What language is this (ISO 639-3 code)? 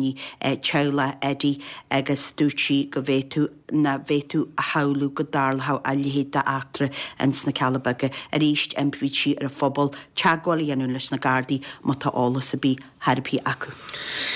gle